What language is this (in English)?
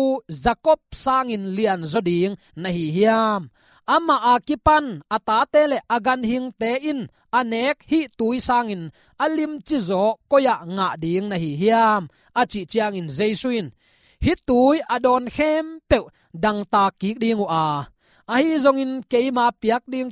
Tedim Chin